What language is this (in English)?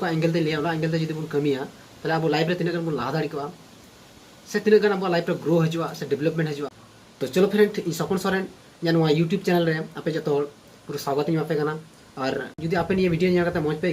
Santali